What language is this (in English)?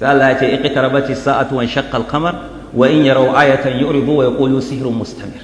Hausa